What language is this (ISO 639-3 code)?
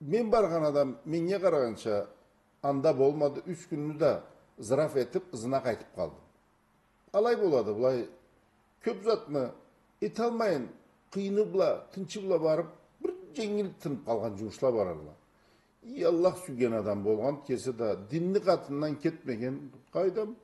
krc